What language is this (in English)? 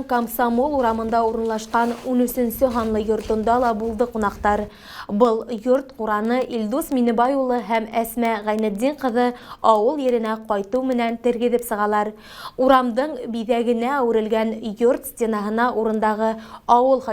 Bashkir